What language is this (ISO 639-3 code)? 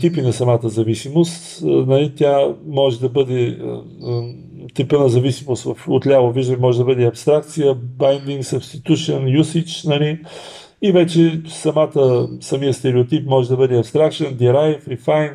bul